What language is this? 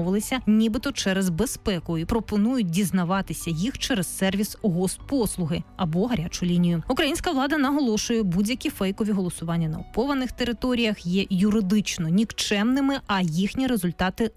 Ukrainian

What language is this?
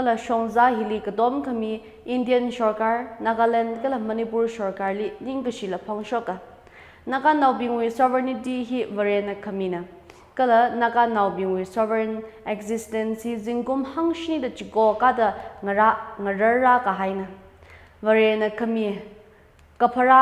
Tangkhul Naga (India)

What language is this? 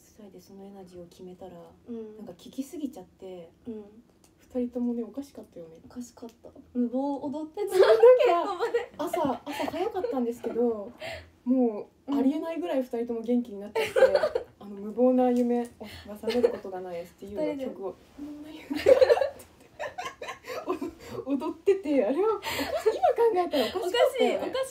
Japanese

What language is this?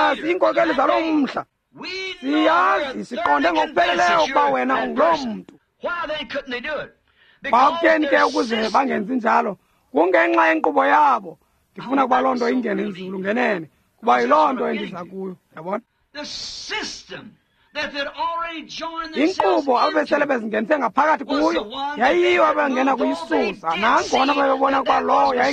Xhosa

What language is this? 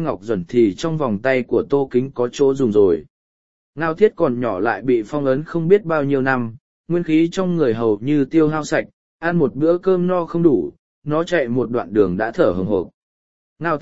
Vietnamese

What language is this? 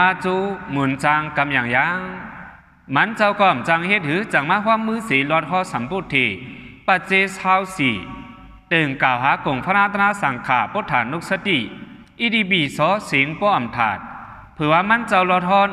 Shan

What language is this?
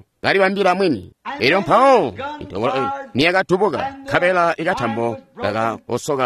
Tonga (Zambia)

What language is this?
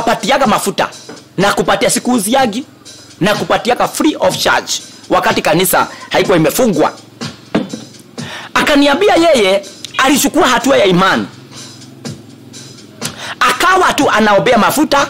Swahili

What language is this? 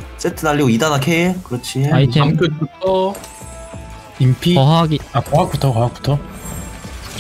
Korean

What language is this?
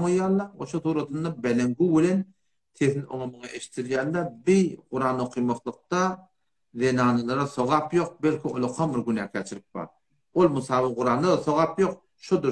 Turkmen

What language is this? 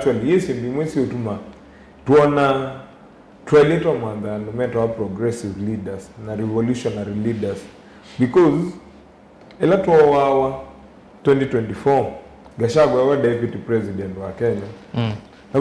Kamba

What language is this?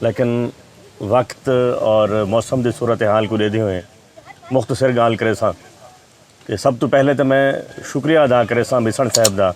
Saraiki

